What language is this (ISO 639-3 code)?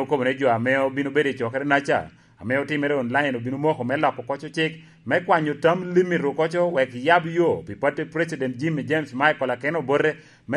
laj